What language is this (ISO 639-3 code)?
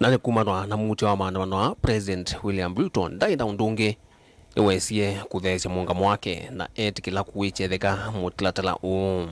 kam